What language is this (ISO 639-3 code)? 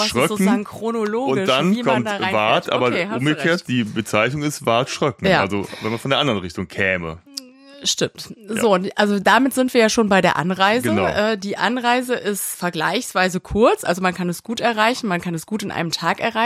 deu